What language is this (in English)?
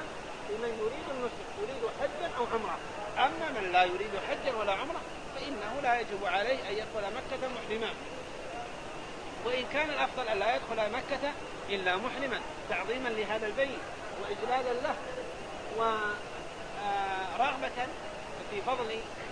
Arabic